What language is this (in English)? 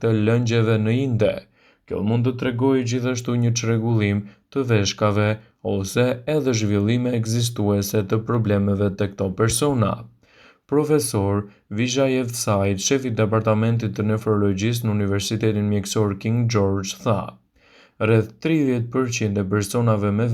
Albanian